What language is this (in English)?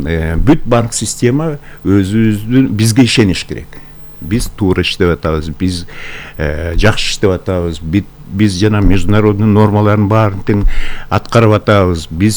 Kyrgyz